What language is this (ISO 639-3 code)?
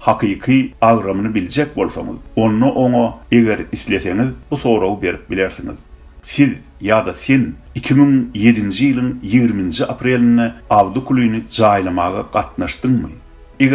tuk